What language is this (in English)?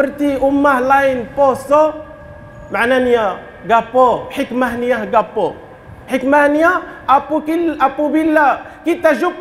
Malay